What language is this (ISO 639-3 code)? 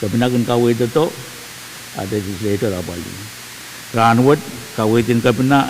pon